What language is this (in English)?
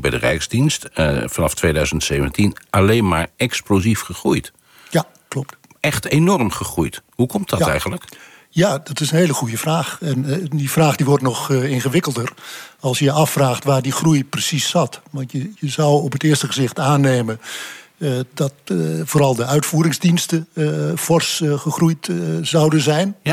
Dutch